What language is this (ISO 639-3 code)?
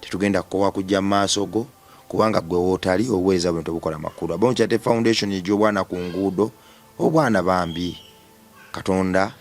lug